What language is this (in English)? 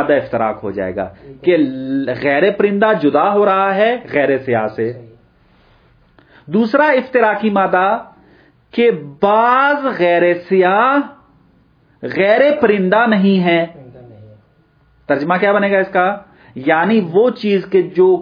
Urdu